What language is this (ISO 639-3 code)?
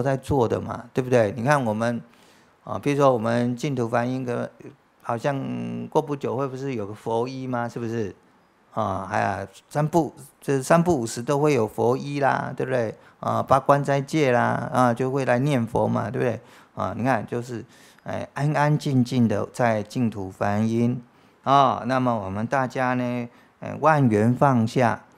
zho